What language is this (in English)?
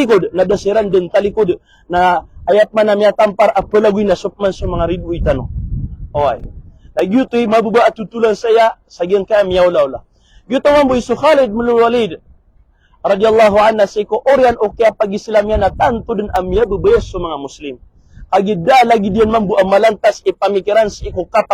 Maranao